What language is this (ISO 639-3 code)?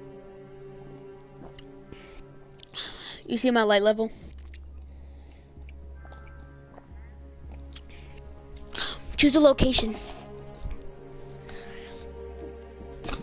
eng